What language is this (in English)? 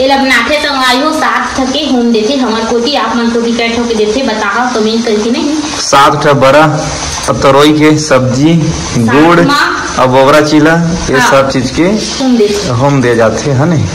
Chhattisgarhi